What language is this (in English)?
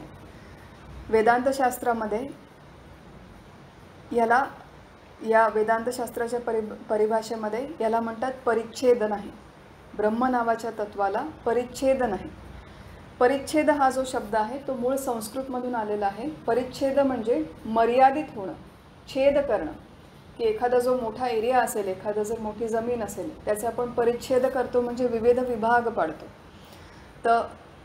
Marathi